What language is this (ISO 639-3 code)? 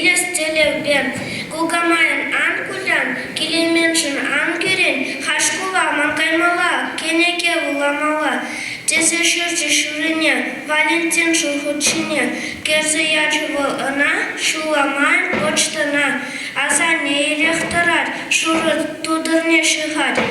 chv